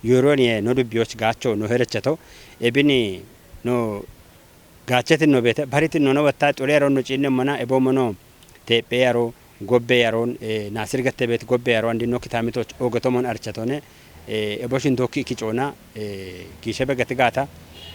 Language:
Kafa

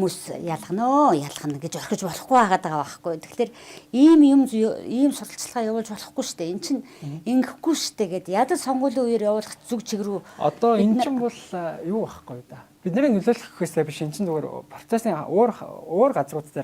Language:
Mongolian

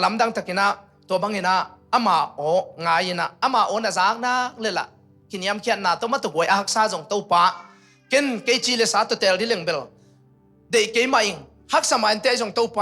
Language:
Tedim Chin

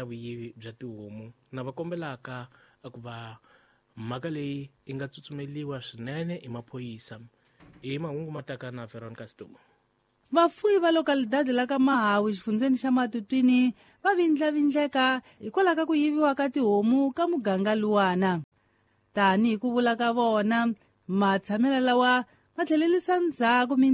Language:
Tsonga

